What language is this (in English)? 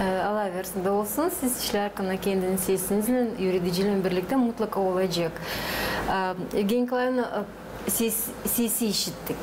Gagauz